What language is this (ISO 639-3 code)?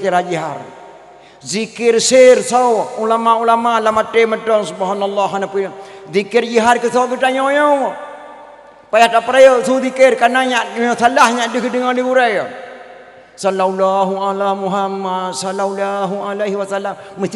ace